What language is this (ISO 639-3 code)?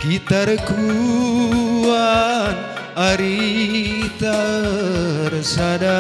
btx